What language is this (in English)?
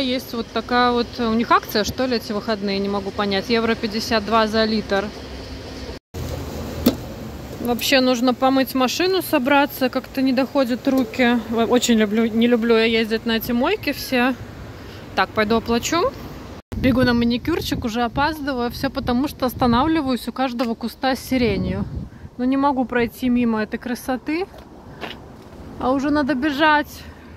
Russian